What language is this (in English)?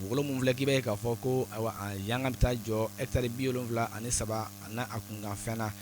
Bambara